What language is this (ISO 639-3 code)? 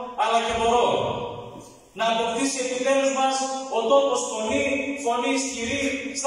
ell